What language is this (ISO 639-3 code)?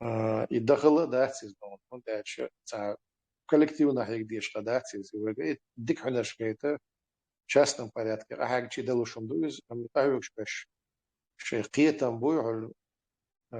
che